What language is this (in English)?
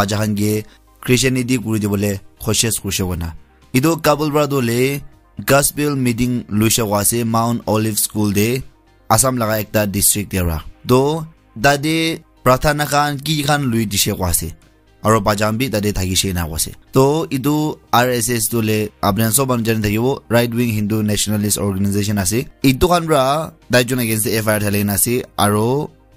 Naga Pidgin